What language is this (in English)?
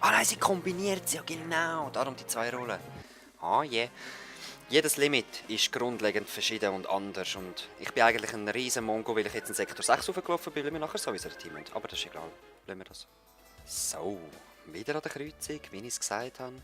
Swiss German